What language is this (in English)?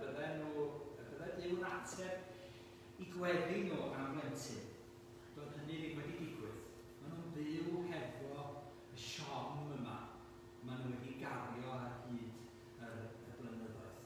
Welsh